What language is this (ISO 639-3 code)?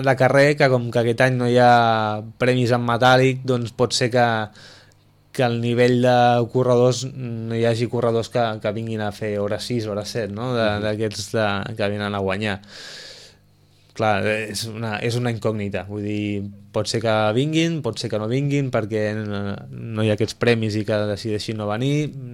cat